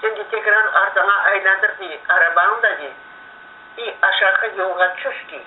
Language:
Crimean Tatar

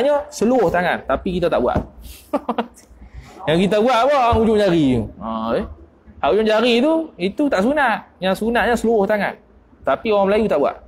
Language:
Malay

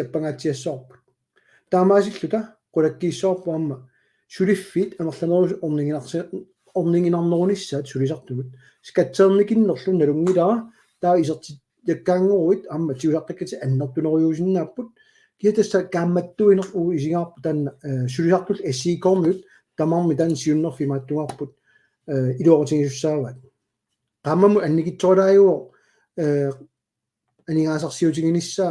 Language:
Kalaallisut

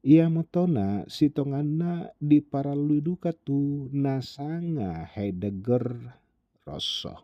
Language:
Toraja-Sa'dan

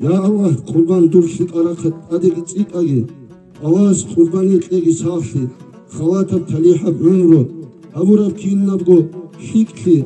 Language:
Avaric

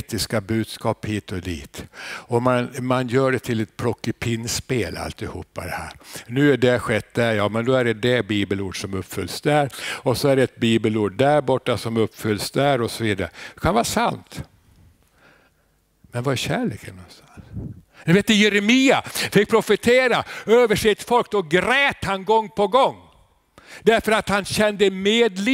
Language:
Swedish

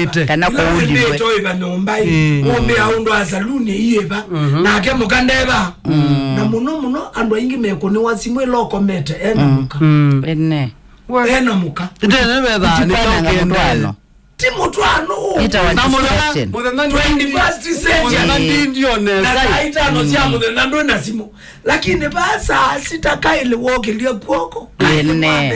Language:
Kamba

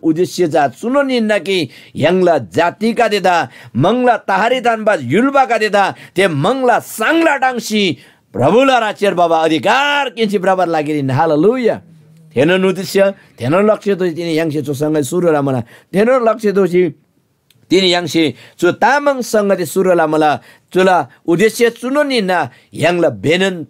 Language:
Eastern Tamang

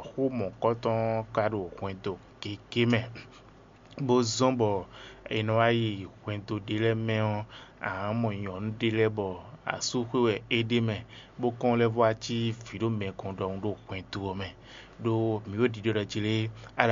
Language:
Fon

